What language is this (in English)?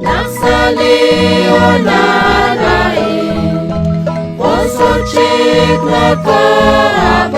Kekchí